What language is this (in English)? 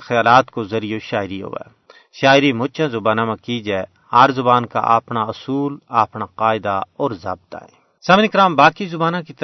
Gujari